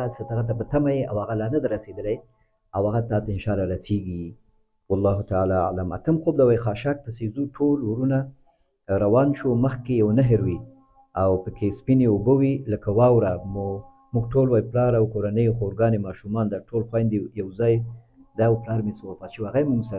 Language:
Pashto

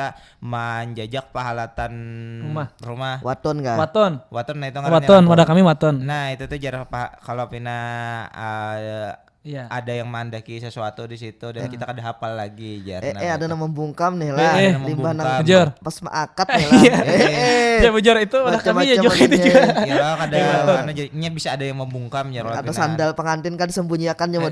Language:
Banjar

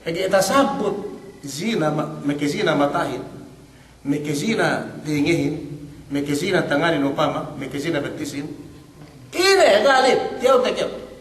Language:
Yakan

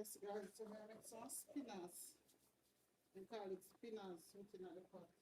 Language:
Jamaican Creole English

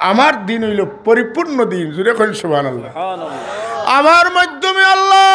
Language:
Sylheti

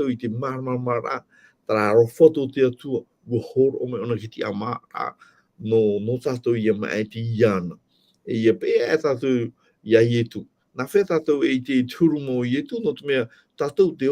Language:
Tahitian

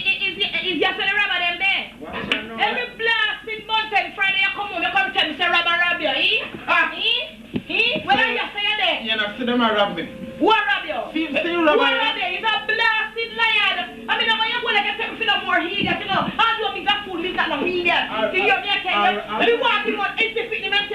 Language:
Jamaican Creole English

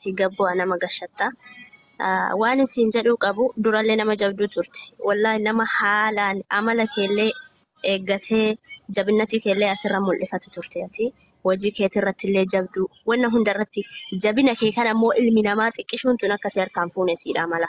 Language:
Oromo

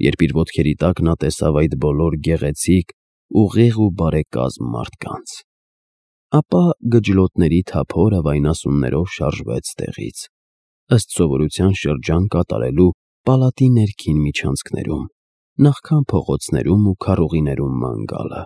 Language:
Armenian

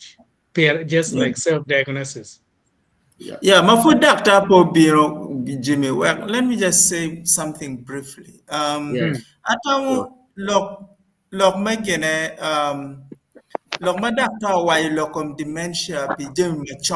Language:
Acoli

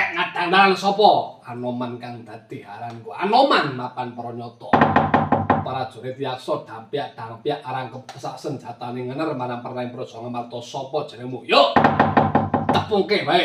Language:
Javanese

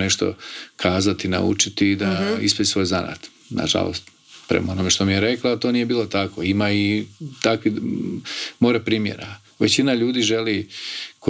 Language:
Croatian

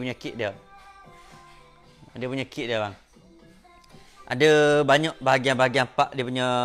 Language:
Malay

